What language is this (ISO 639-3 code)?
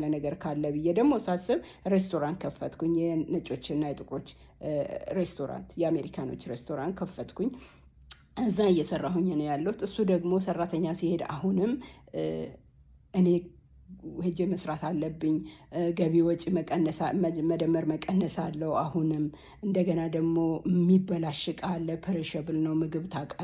amh